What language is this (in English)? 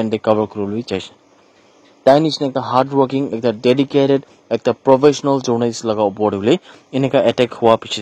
Naga Pidgin